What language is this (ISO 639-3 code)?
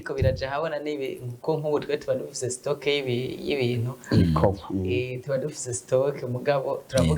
run